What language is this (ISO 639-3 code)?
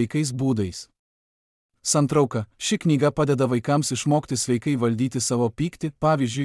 lit